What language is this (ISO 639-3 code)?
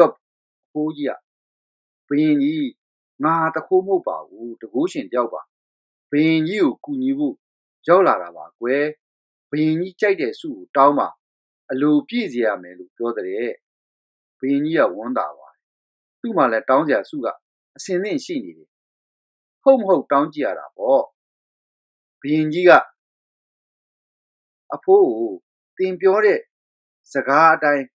mya